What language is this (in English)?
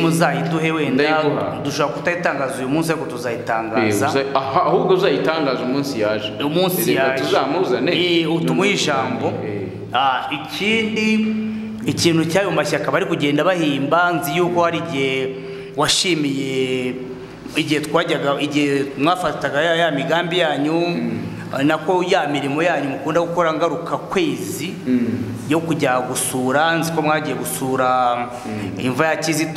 Kinyarwanda